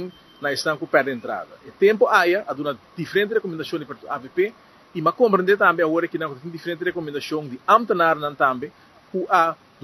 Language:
Papiamento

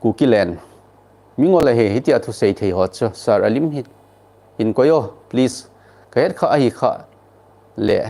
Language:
Thado Chin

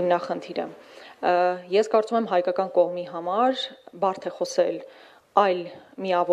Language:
Armenian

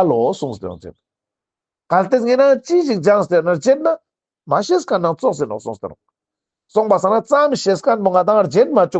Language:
Ladakhi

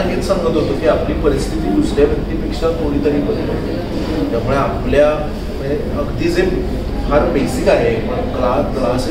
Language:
Marathi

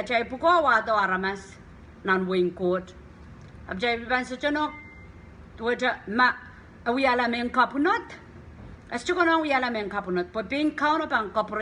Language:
Pohnpeian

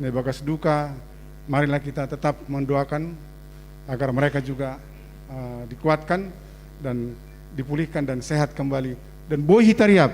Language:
Batak Simalungun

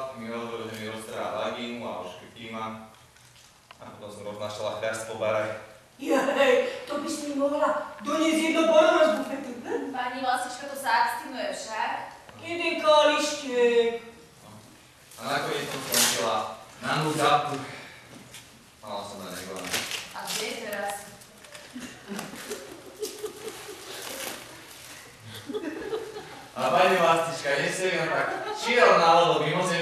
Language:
Slovak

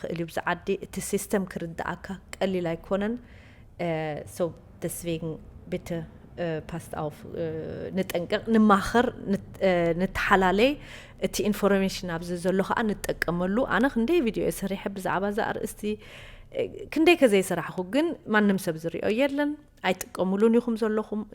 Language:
Tigrinya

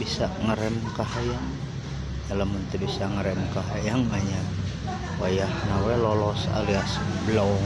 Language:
Sundanese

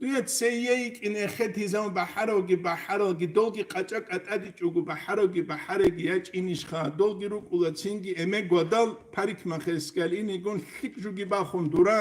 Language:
Avaric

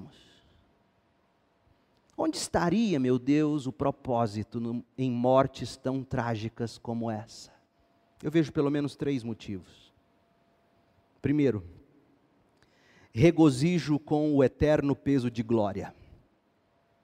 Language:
Portuguese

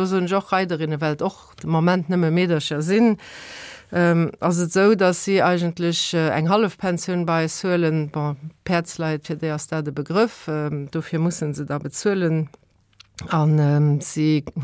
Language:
Luxembourgish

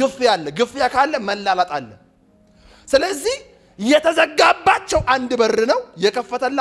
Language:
Amharic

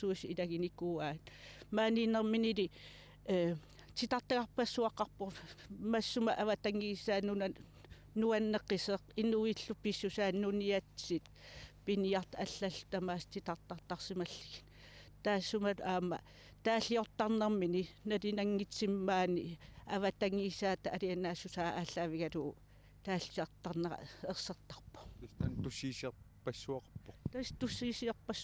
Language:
Kalaallisut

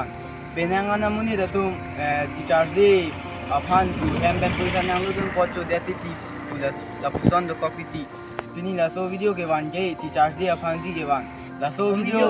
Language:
Karbi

